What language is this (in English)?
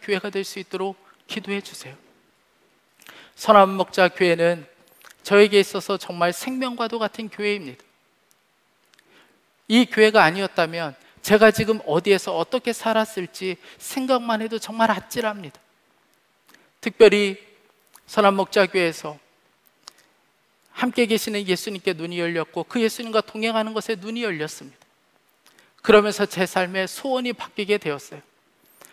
Korean